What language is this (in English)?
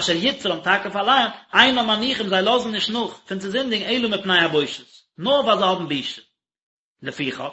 Yiddish